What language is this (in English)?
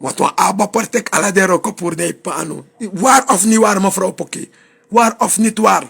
Sranan Tongo